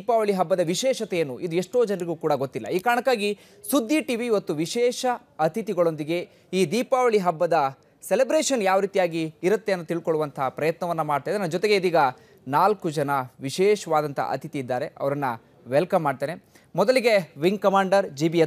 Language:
Kannada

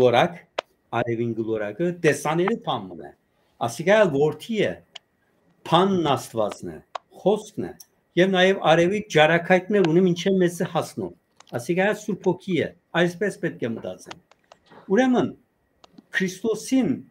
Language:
Western Armenian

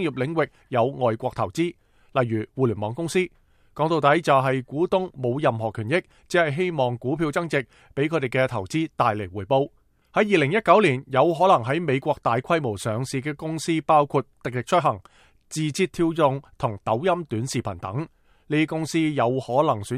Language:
Cantonese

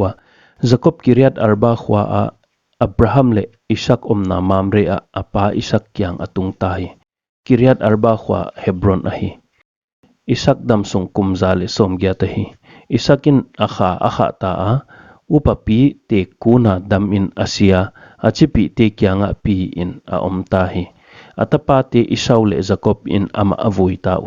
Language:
Paite Chin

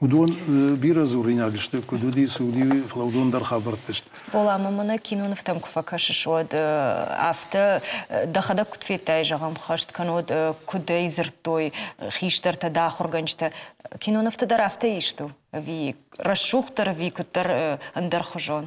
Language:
Ossetic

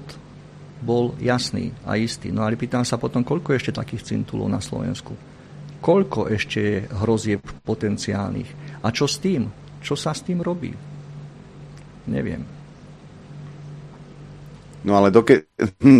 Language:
Slovak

